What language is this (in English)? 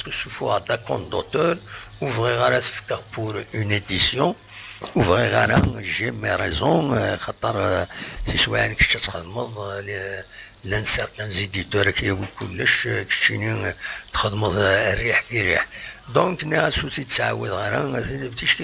Kabyle